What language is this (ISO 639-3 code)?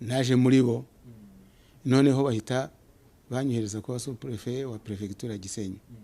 kin